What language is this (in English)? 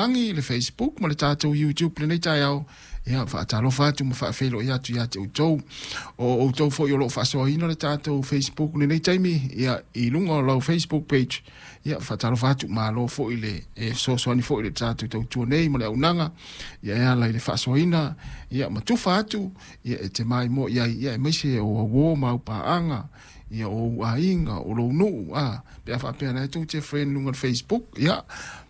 Samoan